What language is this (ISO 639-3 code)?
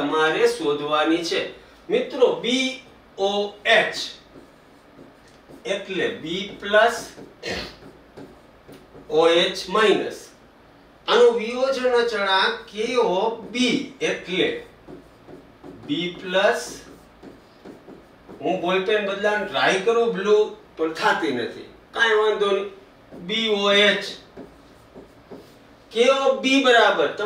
guj